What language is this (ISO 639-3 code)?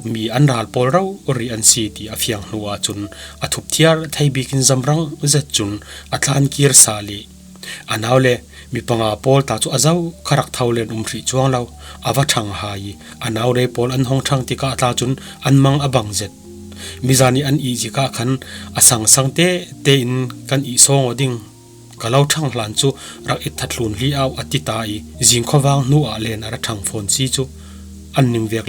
cfm